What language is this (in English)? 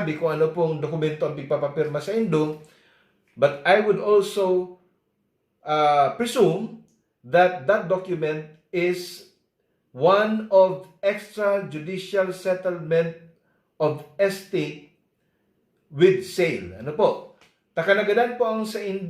Bikol